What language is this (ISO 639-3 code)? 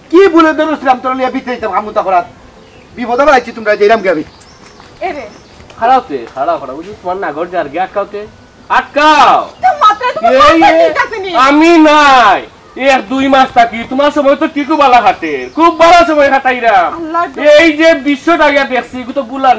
syl